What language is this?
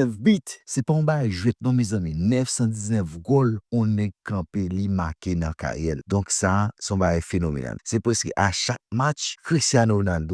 Haitian Creole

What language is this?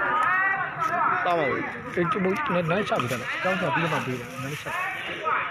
Burmese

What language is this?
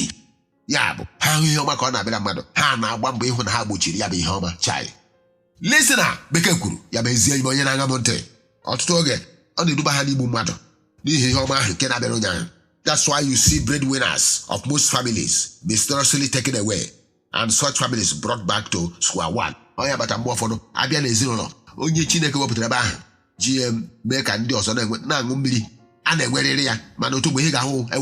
Igbo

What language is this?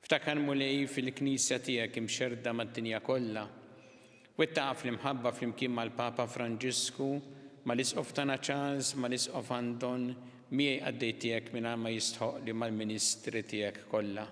Maltese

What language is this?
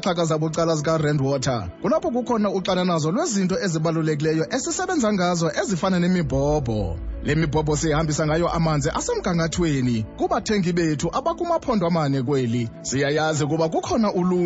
Xhosa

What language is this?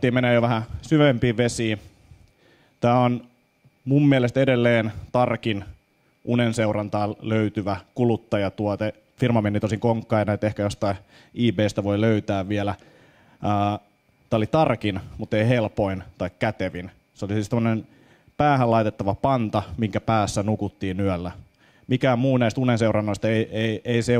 Finnish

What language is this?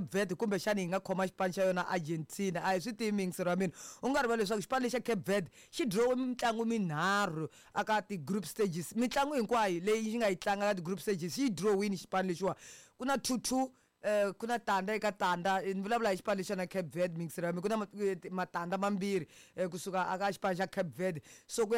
Tsonga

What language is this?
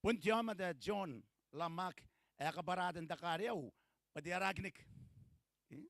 Gilbertese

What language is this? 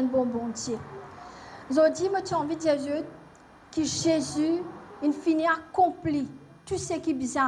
Morisyen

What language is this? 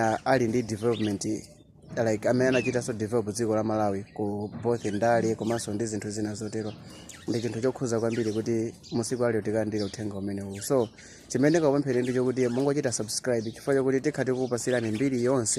Nyanja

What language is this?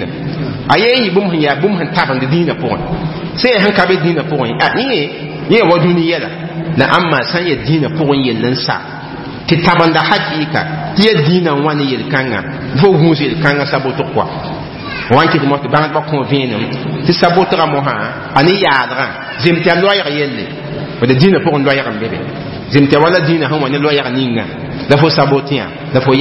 Mossi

